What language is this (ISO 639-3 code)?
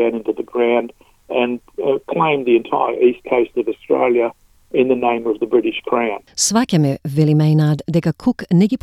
mkd